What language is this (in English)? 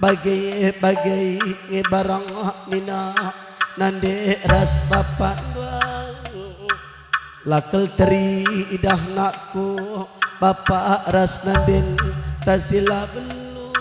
Batak Karo